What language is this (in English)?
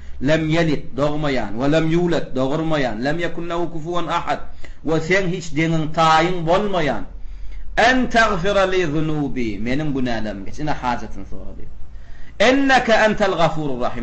Turkmen